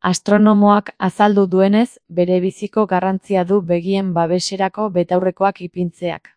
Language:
Basque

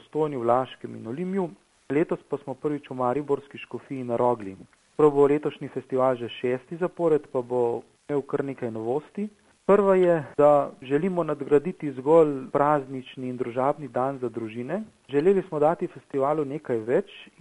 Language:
Slovenian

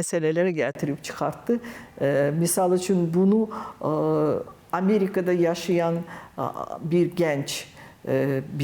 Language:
Azerbaijani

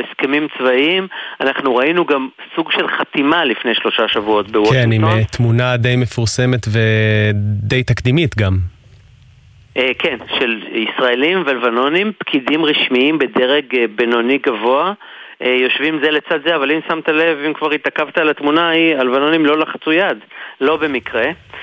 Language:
Hebrew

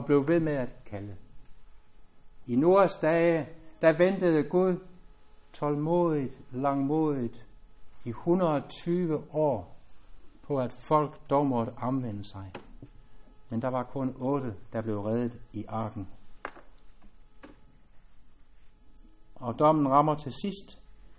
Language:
Danish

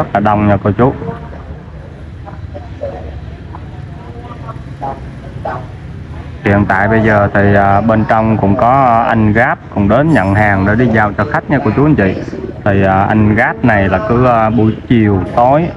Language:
Vietnamese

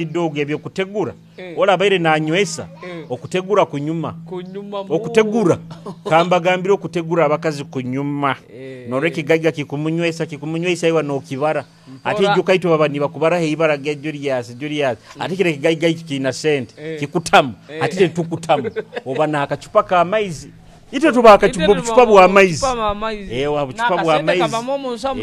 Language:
Nyoro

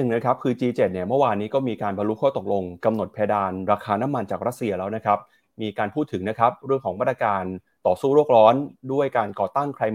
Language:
Thai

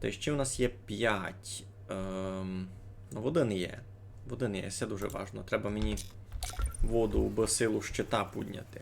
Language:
Rusyn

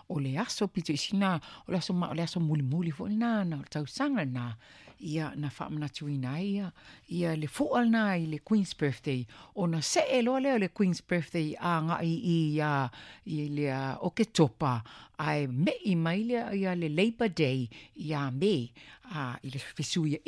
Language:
Samoan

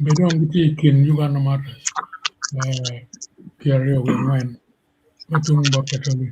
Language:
Acoli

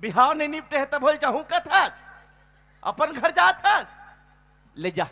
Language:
Chhattisgarhi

